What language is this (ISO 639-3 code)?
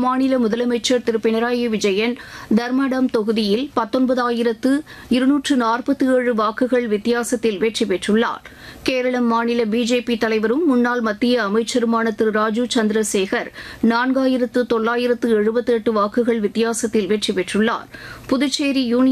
tam